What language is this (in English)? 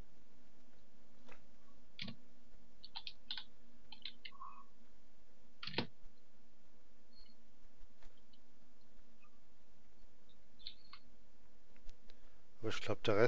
German